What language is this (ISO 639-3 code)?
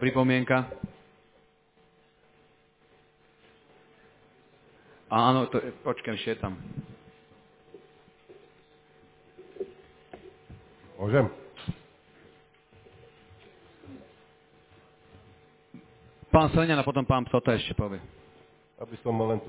slk